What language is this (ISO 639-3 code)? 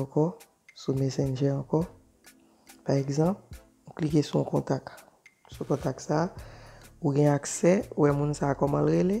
hat